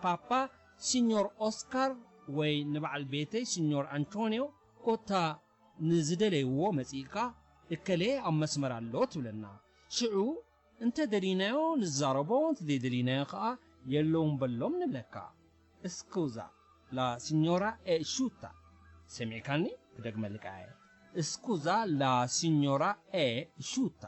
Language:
Tigrinya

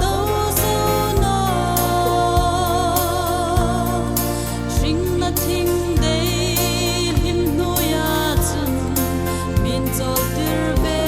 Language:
Hmar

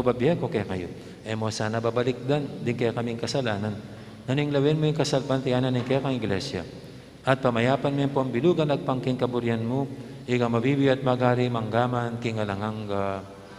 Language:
Pampanga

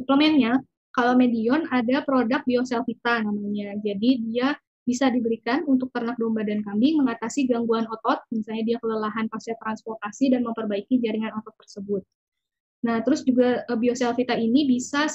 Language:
Indonesian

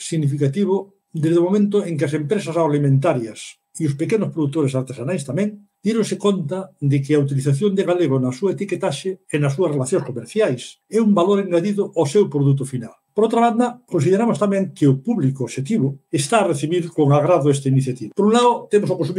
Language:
Galician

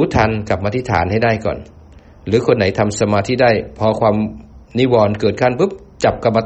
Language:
Thai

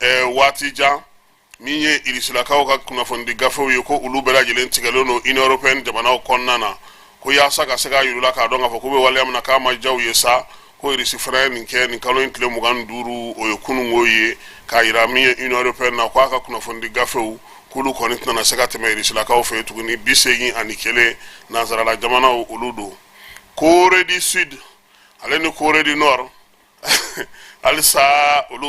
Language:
Bambara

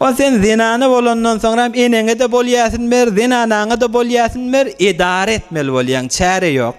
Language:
Turkmen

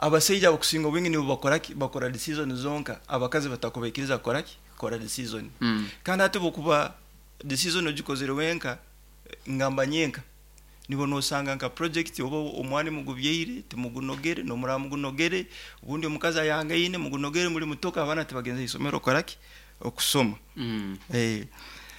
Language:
Nyoro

